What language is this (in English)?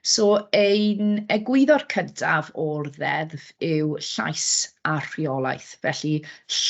Welsh